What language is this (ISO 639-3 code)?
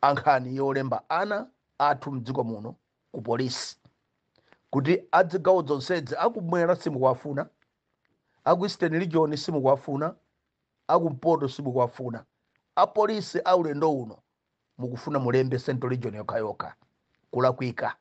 nya